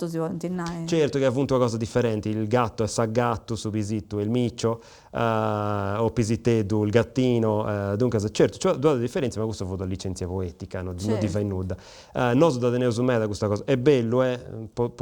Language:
Sardinian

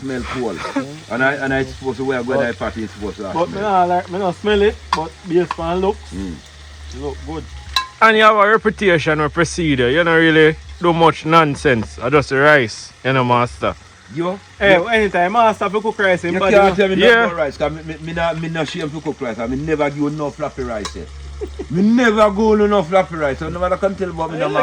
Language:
Jamaican Creole English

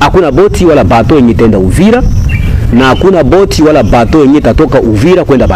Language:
Rundi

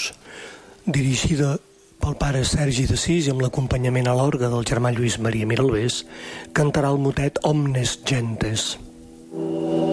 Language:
Catalan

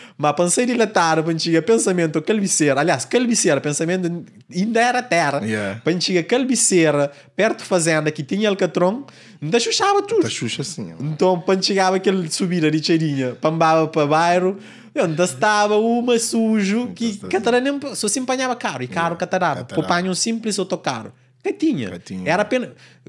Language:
Kabuverdianu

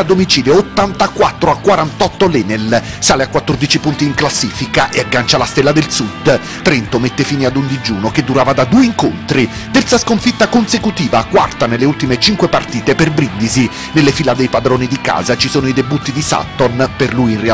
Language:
Italian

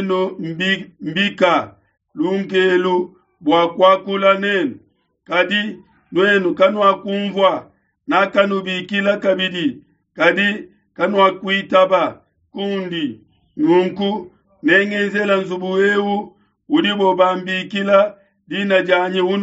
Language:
Luba-Lulua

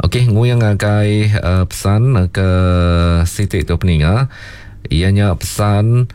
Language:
Iban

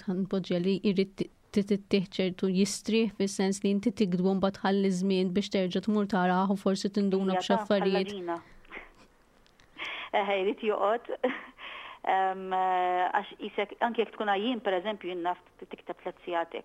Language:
Maltese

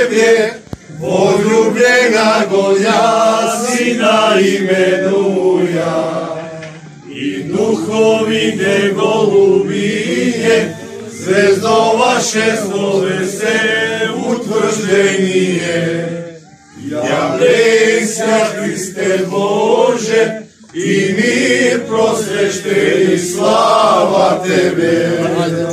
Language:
Church Slavic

